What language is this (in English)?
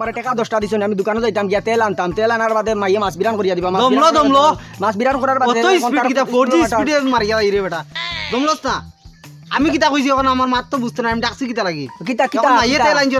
Sylheti